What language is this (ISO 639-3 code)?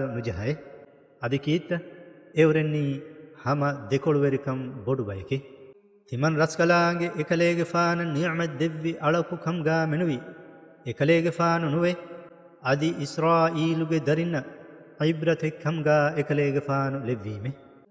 div